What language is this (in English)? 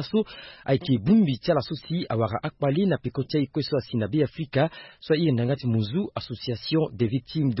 Sango